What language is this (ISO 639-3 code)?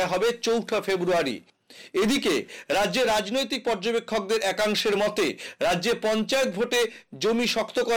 ben